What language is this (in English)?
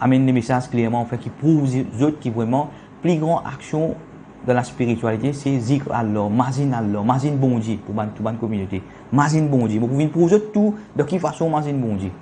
Morisyen